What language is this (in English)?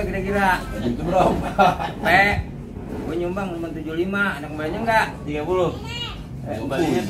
Betawi